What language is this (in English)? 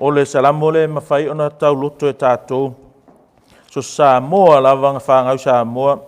Samoan